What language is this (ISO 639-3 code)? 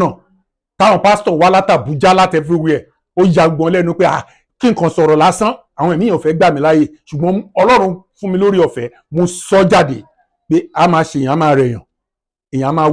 yor